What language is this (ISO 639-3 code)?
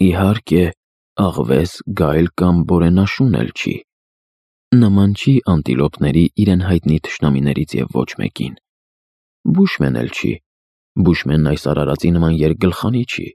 hye